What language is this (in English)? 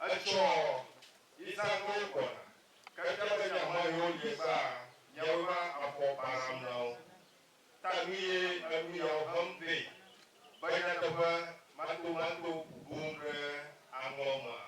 Ewe